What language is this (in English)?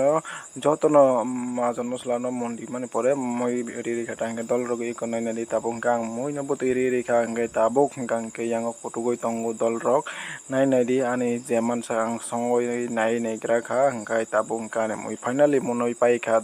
Kok Borok